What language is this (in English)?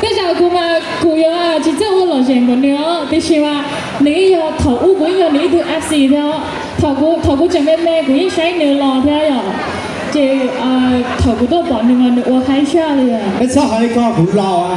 Hmong